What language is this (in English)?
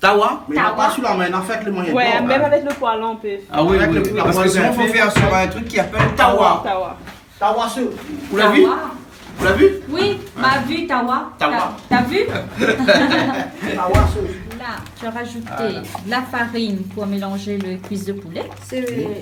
Réunion Creole French